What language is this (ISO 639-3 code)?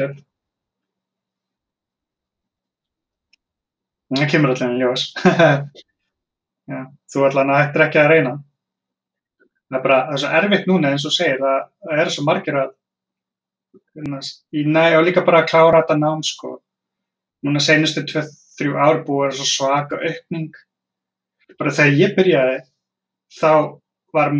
isl